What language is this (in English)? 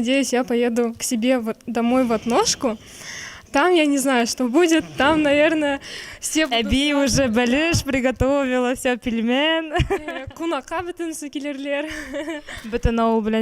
Tatar